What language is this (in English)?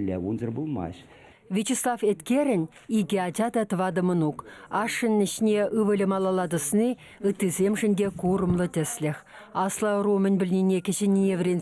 Chuvash